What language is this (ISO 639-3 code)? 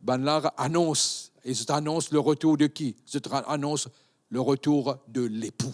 mfe